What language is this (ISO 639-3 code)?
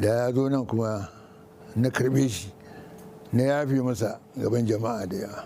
hau